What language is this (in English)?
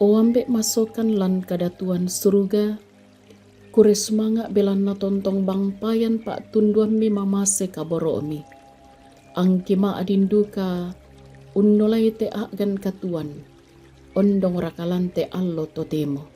Toraja-Sa'dan